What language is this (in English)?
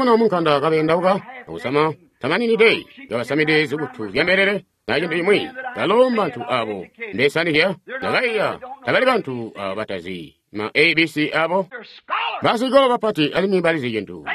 Tonga (Zambia)